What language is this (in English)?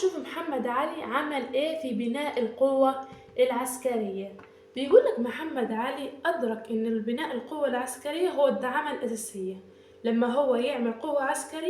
Egyptian Arabic